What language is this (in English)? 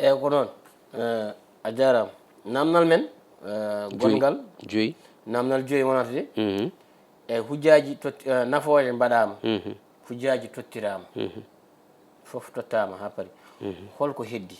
Fula